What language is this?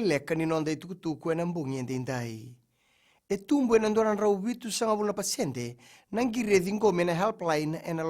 Fijian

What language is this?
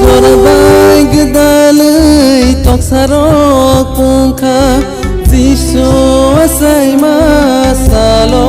Kok Borok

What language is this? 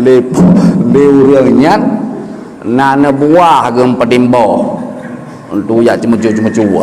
Achinese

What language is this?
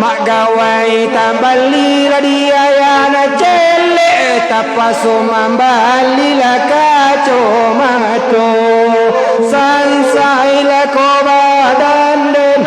Minangkabau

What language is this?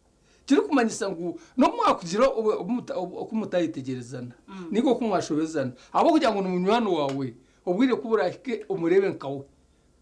Nyankole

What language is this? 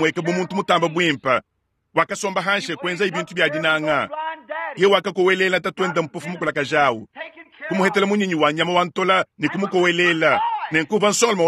Luba-Lulua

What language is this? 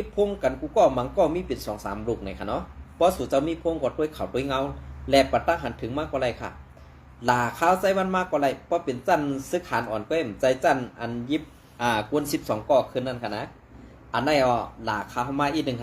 Shan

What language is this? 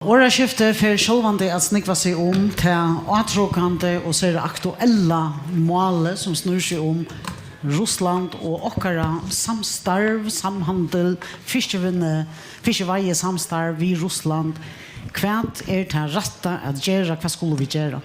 Faroese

